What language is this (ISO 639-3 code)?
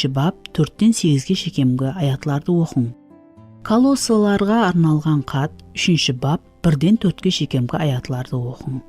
kaa